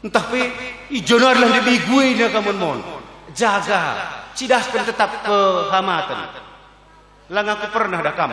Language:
Batak Karo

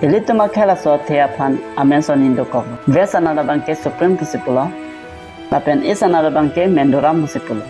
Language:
Karbi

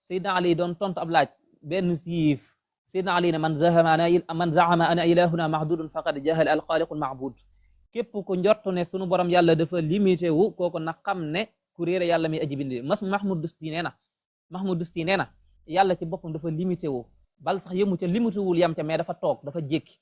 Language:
Wolof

